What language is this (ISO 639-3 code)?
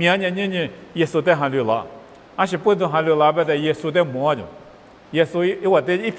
lis